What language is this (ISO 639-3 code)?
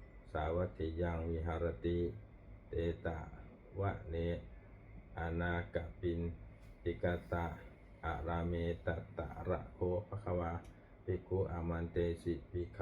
pli